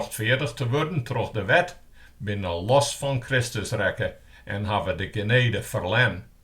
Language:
Western Frisian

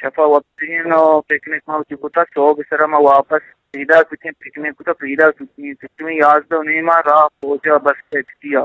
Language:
Eastern Balochi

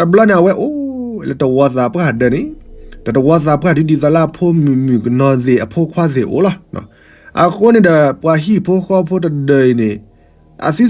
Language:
S'gaw Karen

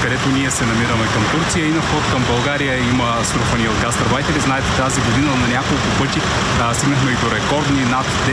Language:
Bulgarian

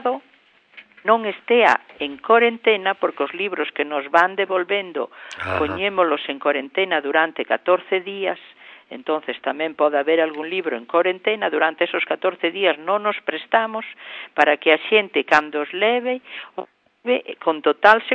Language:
Galician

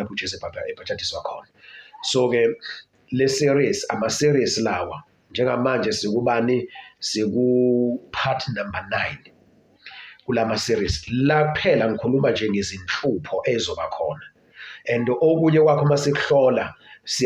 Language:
Zulu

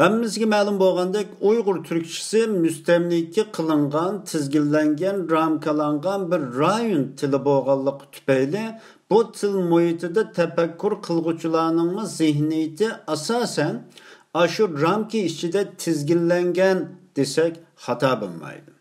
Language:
Uyghur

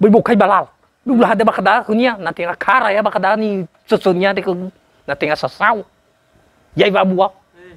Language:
Nias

